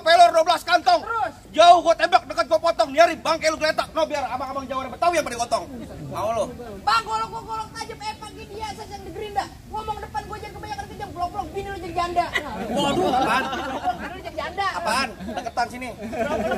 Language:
Betawi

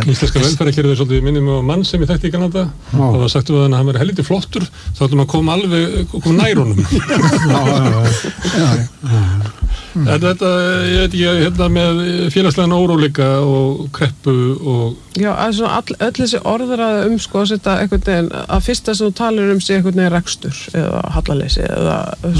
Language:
Icelandic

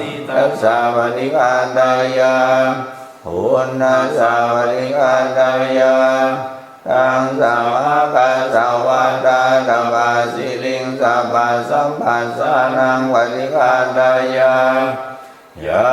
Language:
Pali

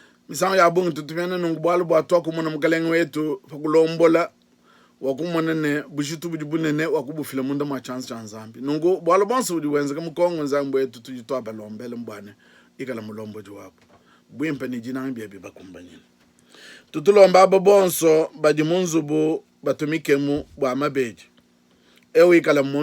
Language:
Luba-Lulua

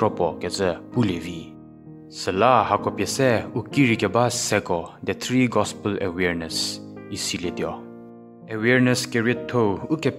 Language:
Angami Naga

